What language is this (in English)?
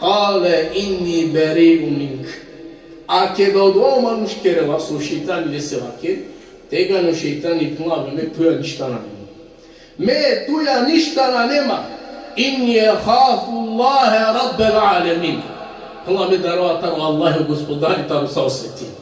Balkan Romani